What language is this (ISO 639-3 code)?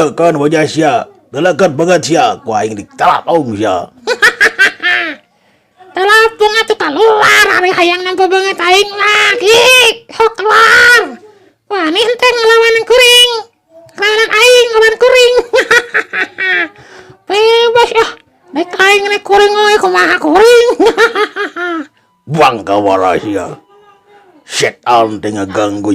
sun